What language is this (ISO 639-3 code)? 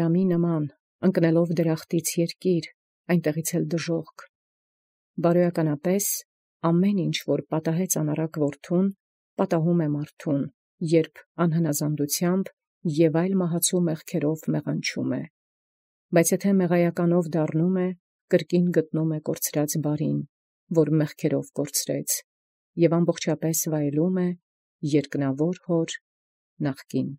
hye